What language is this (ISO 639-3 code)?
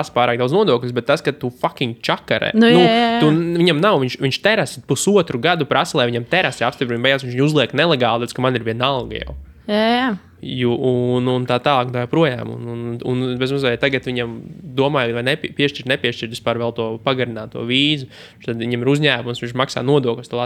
lav